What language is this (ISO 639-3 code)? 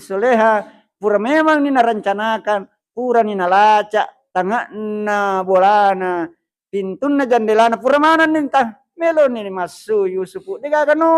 bug